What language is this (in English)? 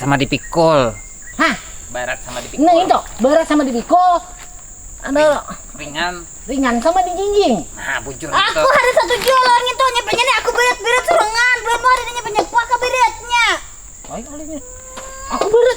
Banjar